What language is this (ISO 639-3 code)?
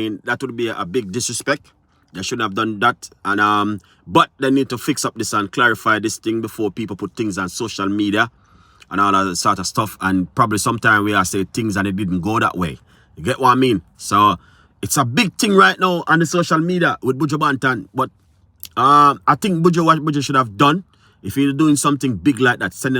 jam